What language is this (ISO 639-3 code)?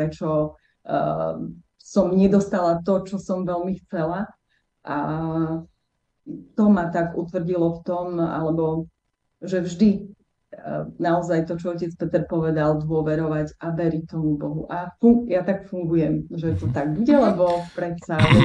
slk